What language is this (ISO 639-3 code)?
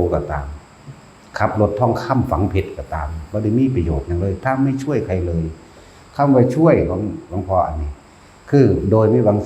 tts